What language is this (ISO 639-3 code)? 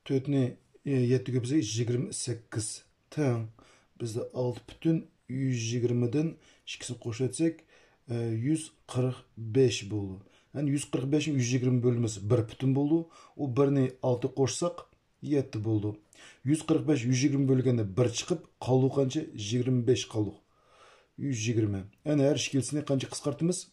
uig